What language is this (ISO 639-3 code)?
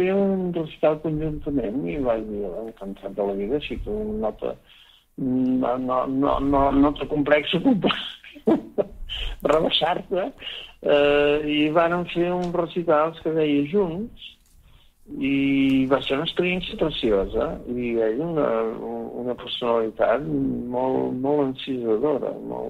cat